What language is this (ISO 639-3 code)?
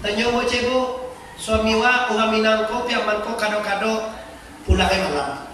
min